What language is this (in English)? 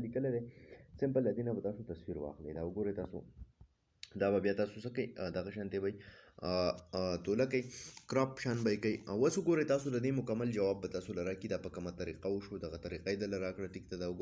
Pashto